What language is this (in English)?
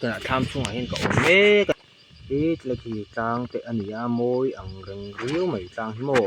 Mizo